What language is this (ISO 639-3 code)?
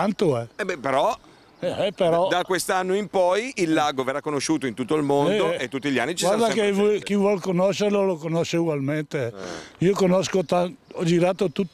ita